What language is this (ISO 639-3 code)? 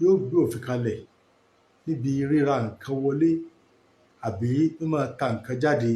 yor